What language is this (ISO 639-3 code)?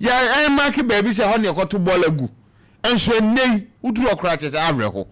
aka